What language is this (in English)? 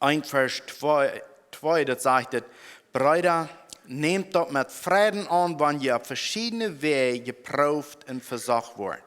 Plautdietsch